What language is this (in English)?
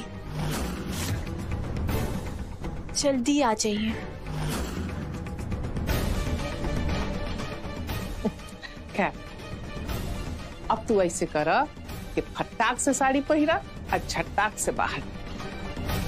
Bhojpuri